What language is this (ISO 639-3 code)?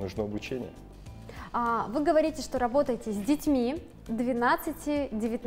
rus